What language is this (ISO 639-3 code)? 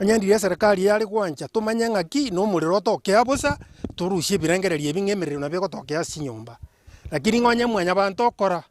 guz